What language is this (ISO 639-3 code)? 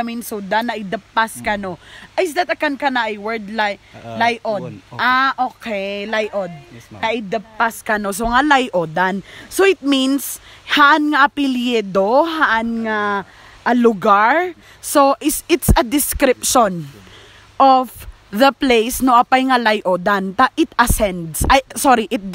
ilo